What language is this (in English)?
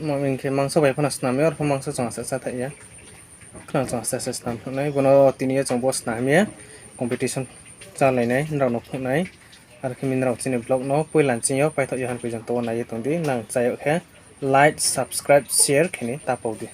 Riang (India)